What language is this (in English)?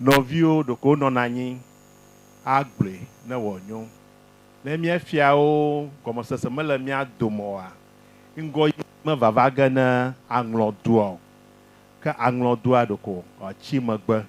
Ewe